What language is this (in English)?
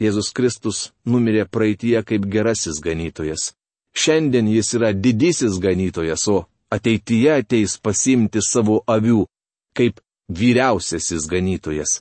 Lithuanian